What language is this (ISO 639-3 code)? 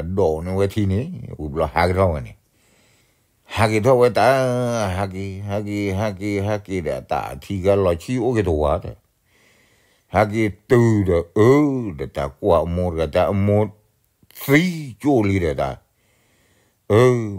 ksw